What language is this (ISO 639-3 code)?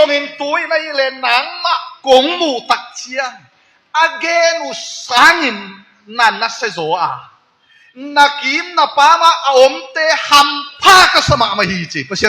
ctd